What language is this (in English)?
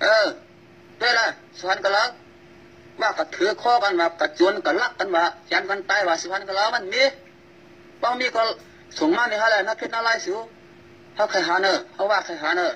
Shan